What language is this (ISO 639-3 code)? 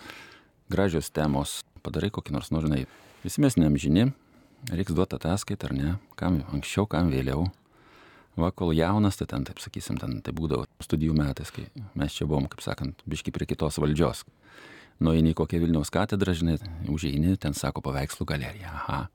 lit